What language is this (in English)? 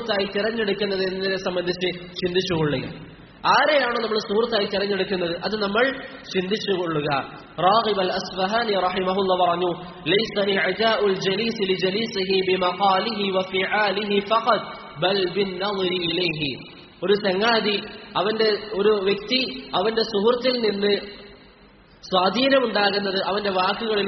Malayalam